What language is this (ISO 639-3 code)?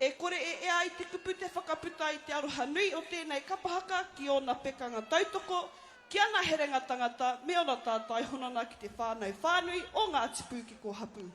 mri